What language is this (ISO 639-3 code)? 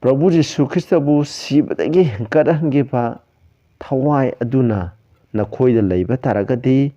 mni